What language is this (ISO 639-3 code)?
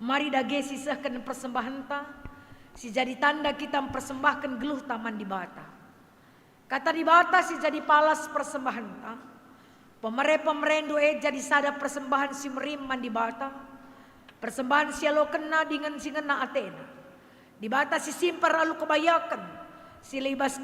btx